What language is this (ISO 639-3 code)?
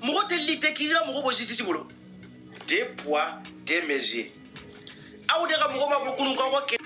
bam